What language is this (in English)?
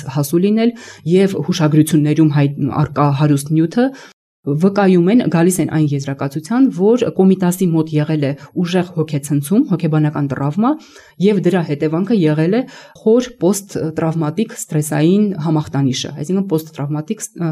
Armenian